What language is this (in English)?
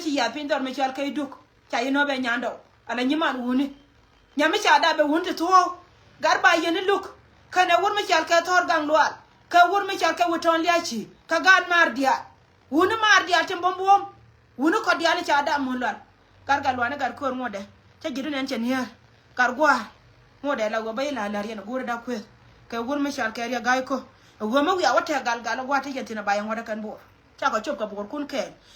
Nuer